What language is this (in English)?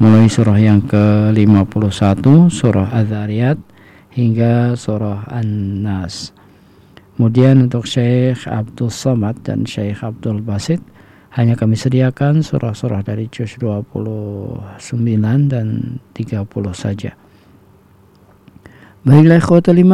Indonesian